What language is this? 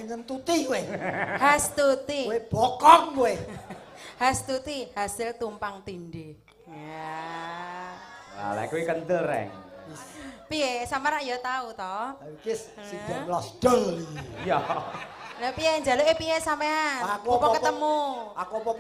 Javanese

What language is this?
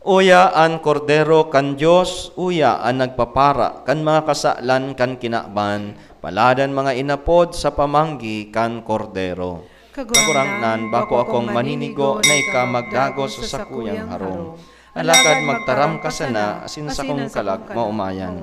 Bikol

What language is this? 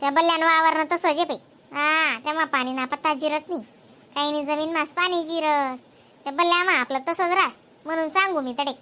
Khandesi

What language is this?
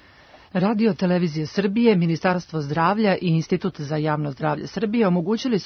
Serbian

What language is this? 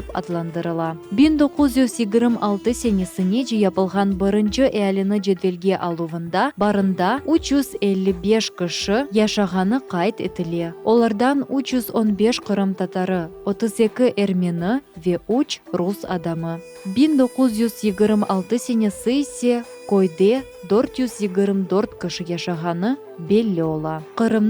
Crimean Tatar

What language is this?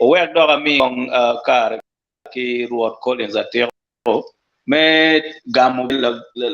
Acoli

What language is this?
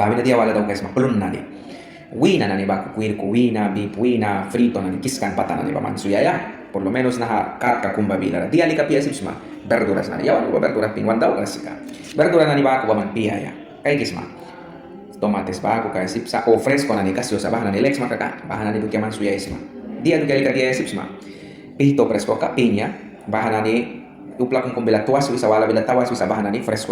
Mískito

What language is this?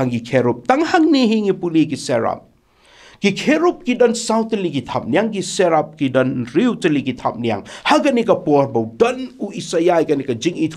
Khasi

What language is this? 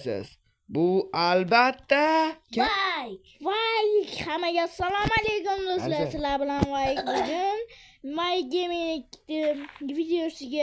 Uzbek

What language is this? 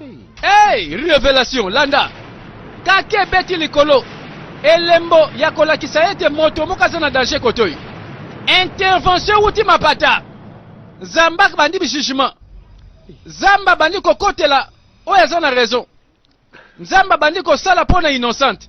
Lingala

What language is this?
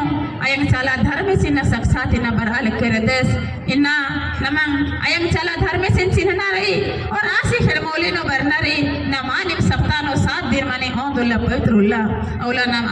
Kurukh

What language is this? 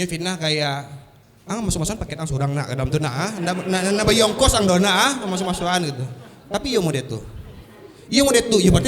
Minangkabau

